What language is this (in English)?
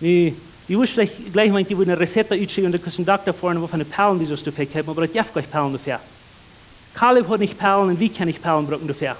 Plautdietsch